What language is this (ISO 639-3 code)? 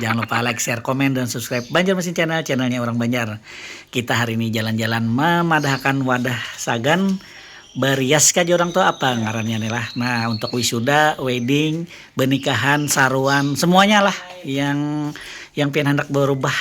bjn